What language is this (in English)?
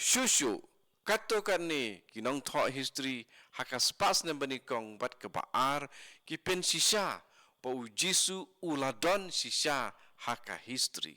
Khasi